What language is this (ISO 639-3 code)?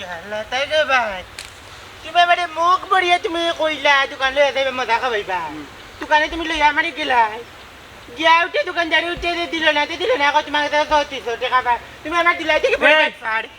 syl